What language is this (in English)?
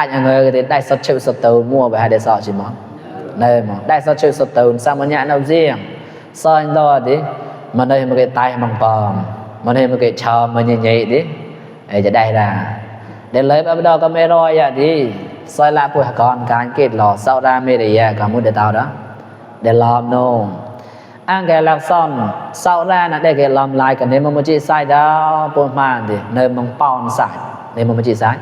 Mon